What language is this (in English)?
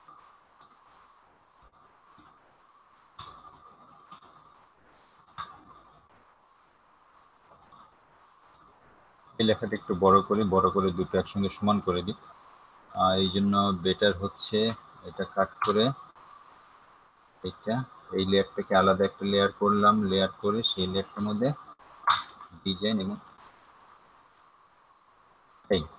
Bangla